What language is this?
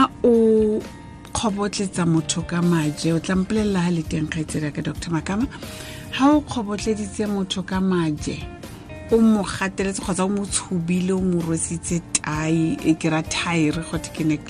Tswana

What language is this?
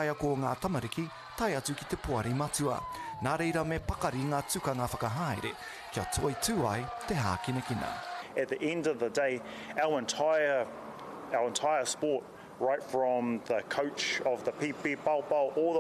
Māori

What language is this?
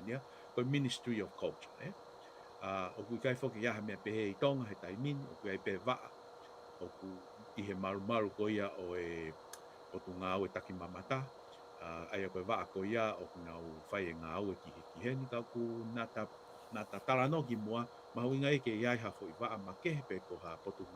Tongan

